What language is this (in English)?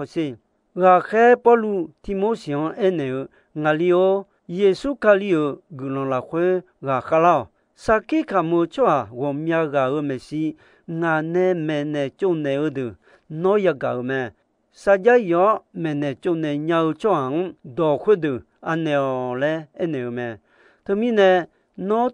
Akha